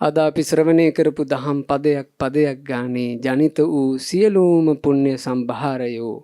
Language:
Sinhala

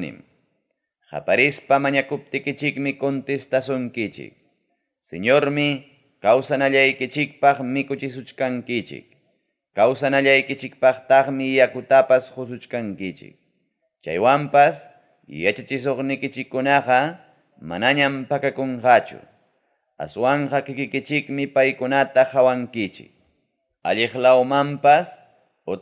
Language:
Ayacucho Quechua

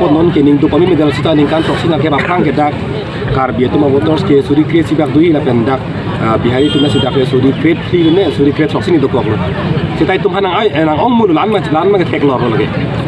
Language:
Karbi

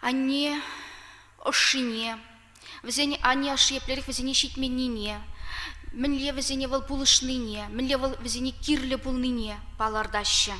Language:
Chuvash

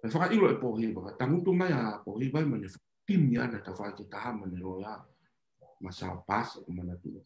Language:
Tongan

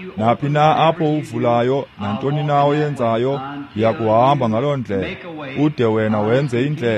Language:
Xhosa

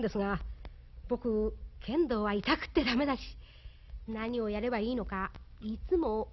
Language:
Japanese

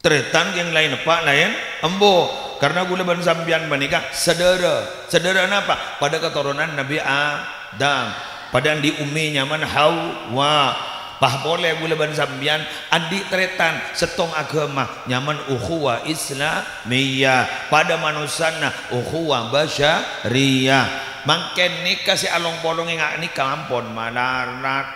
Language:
Madurese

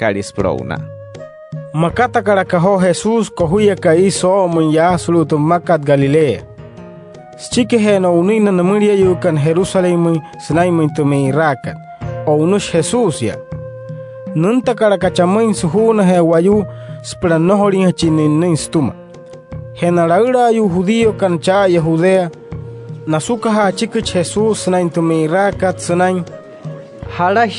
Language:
Wayuu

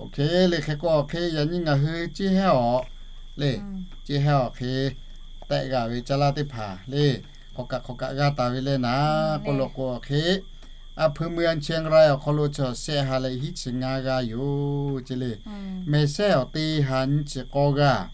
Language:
Lahu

